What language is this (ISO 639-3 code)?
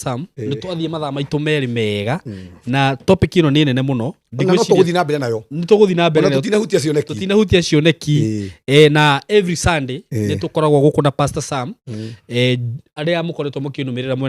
kik